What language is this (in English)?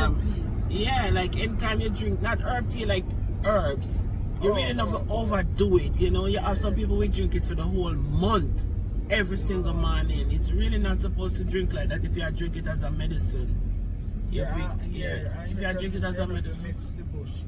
Jamaican Creole English